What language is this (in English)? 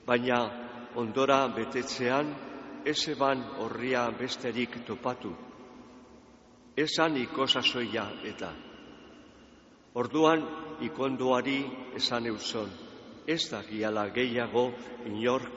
Basque